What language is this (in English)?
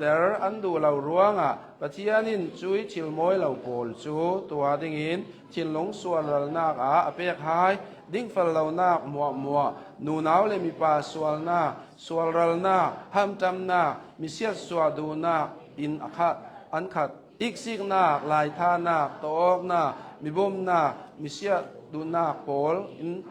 Hakha Chin